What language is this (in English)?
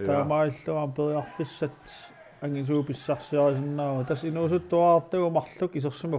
Kalaallisut